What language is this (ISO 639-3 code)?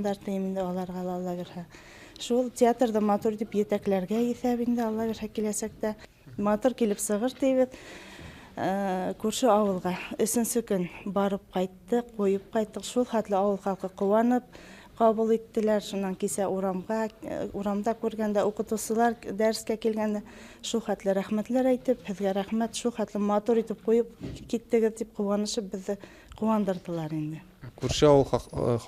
bak